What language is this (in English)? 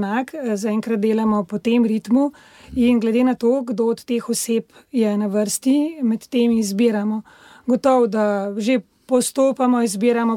Slovenian